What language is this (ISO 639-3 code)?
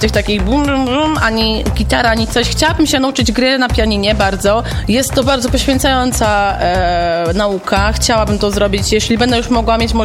pol